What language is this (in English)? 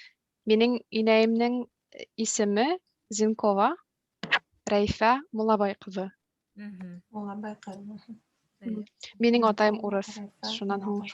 Bashkir